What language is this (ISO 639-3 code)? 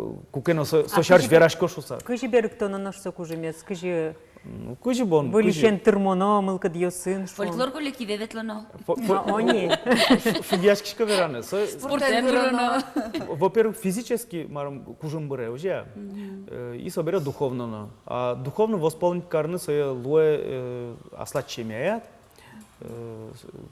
udm